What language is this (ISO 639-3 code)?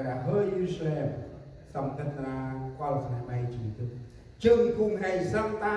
cmo